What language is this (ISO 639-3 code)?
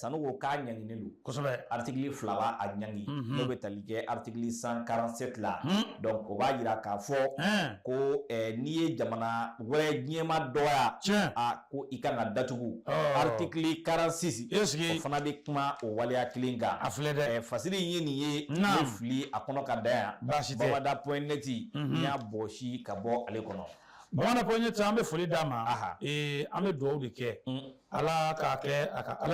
bam